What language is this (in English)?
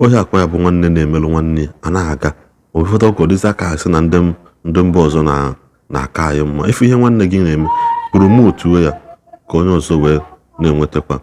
Igbo